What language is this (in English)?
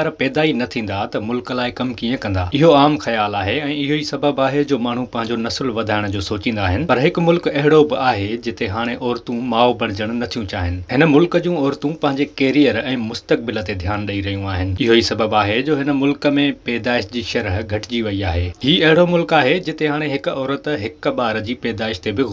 Sindhi